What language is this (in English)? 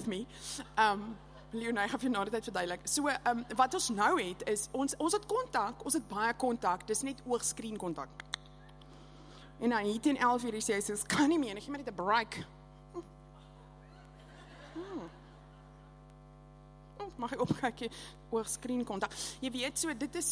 Afrikaans